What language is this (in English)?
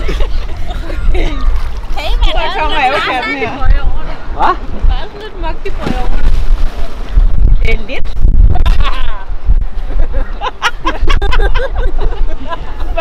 Danish